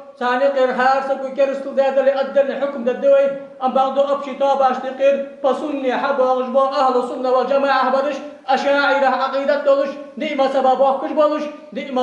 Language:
Ingush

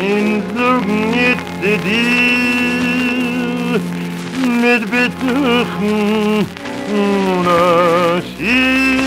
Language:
Yiddish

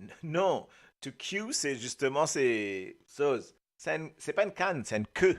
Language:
Morisyen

